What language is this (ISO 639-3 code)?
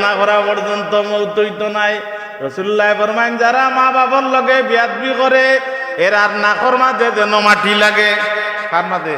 syl